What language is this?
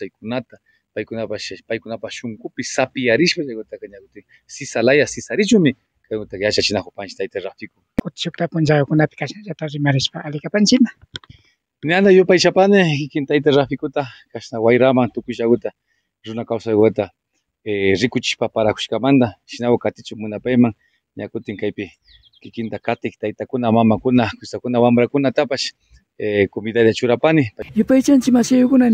Imbabura Highland Quichua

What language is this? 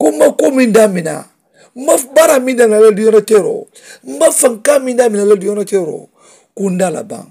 Mandingo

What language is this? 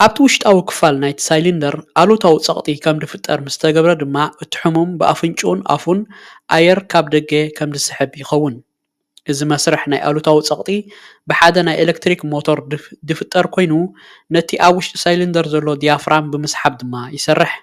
Tigrinya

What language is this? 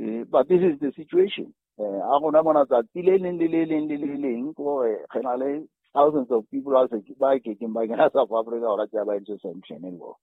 Southern Sotho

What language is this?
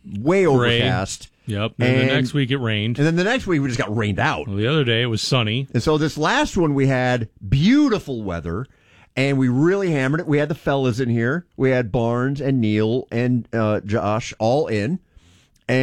English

